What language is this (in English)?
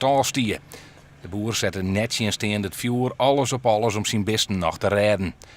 Western Frisian